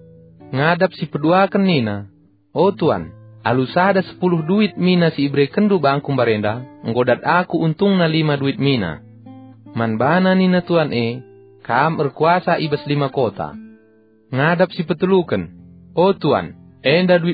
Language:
Batak Karo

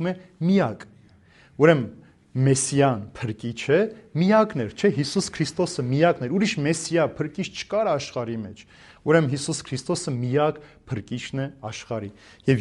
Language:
Armenian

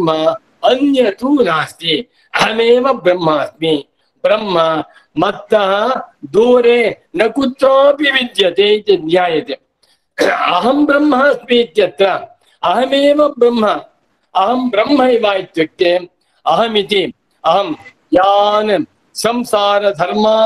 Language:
Sanskrit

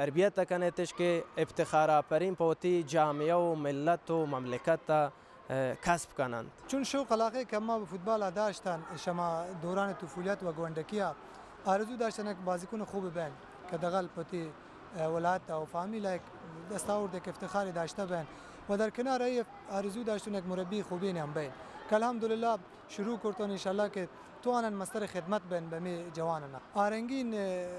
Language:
Baluchi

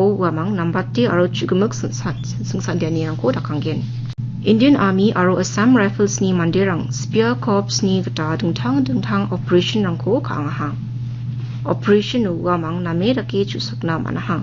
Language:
Garo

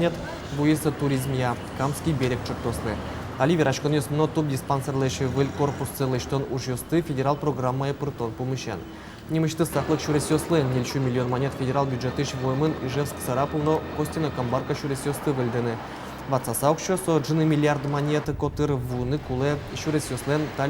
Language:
Udmurt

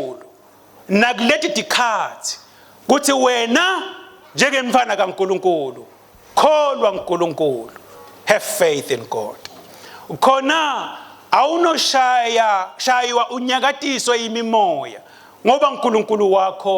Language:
Swati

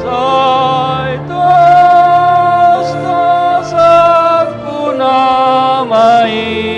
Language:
Batak Toba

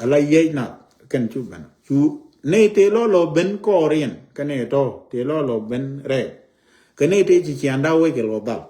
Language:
Nuer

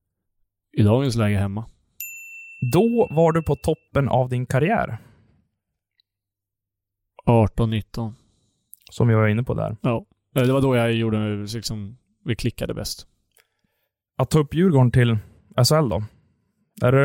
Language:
Swedish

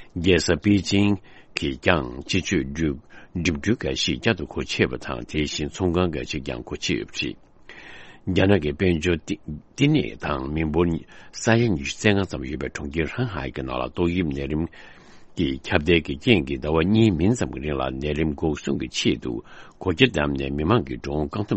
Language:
Tibetan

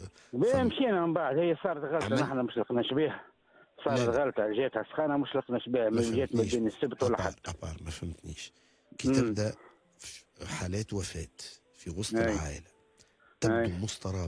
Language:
Tunisian Arabic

